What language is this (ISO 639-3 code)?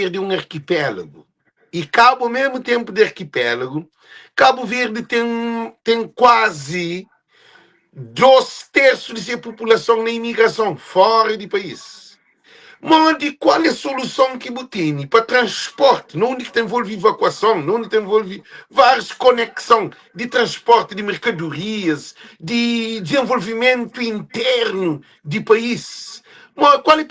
kea